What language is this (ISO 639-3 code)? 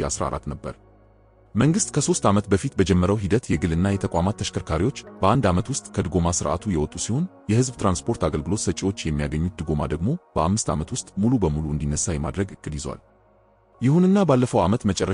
amh